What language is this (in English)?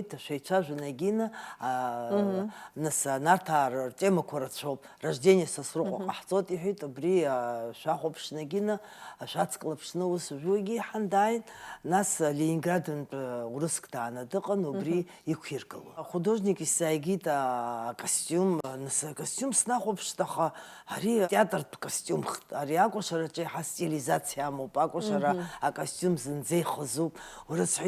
Abkhazian